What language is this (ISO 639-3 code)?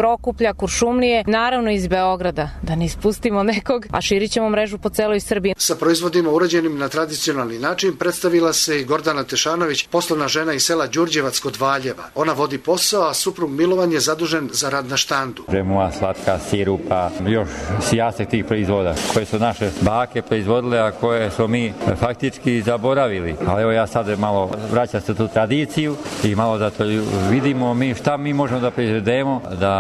srp